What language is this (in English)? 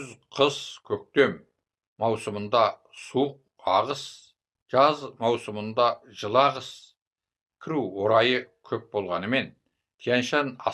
Kazakh